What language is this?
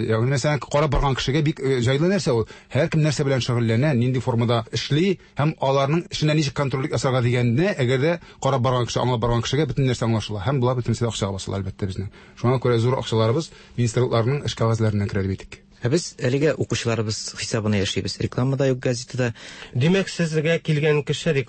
Tatar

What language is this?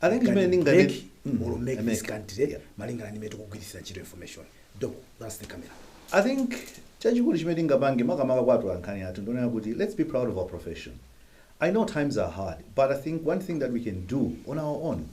Nyanja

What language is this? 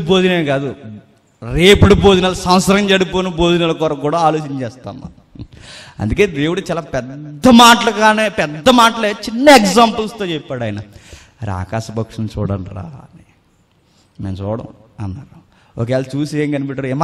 Telugu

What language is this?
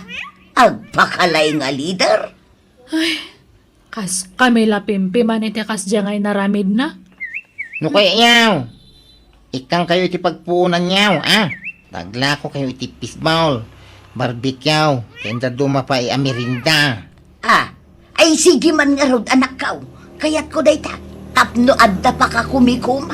Iloko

